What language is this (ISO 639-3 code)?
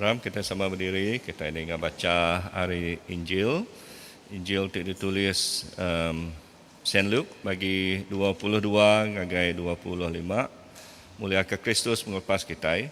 iba